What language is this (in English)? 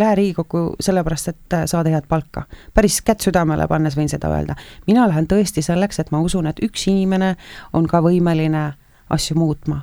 Estonian